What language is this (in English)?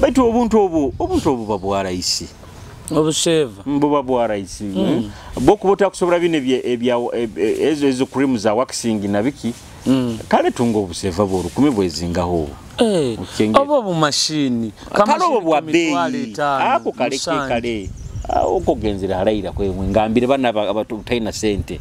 Nyoro